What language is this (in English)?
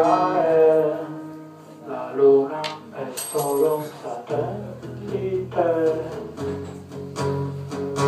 Italian